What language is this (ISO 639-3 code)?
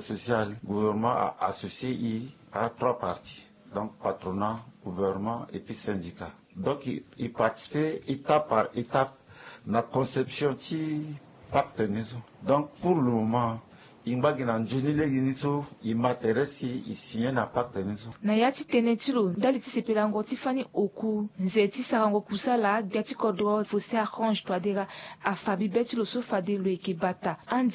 sag